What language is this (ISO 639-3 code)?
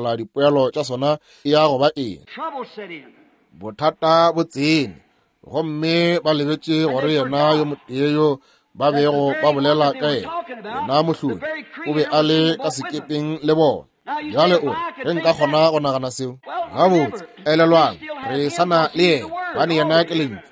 nso